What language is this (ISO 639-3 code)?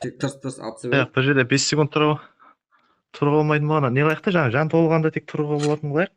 kaa